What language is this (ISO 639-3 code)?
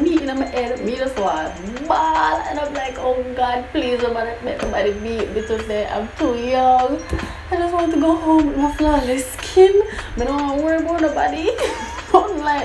jam